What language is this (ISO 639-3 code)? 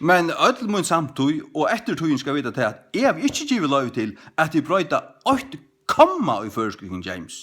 fao